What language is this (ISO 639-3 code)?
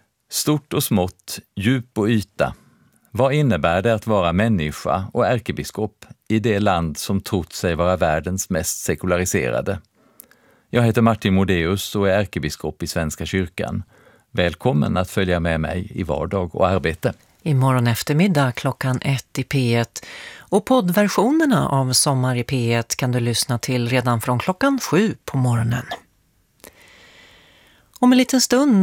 swe